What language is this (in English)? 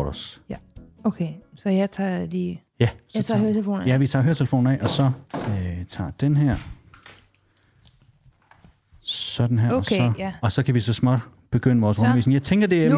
Danish